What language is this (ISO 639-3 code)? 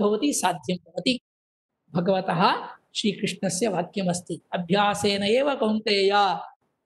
san